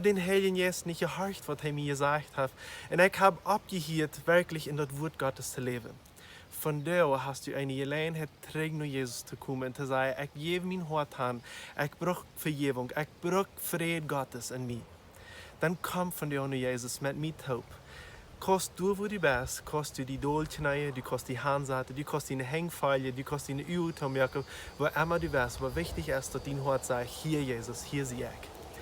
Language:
Plautdietsch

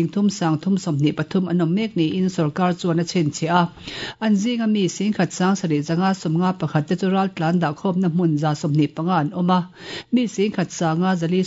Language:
Mizo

